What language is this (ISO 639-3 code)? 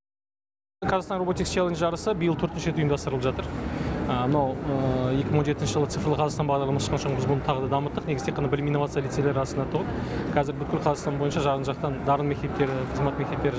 kaz